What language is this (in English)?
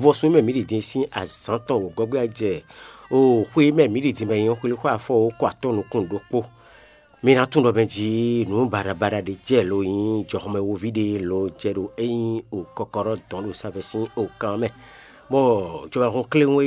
Fon